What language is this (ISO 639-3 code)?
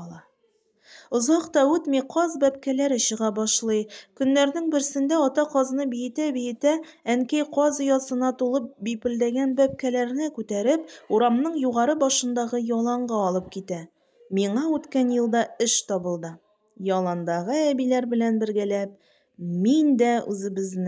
tat